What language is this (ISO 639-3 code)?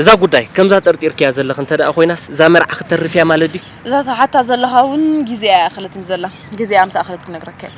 tir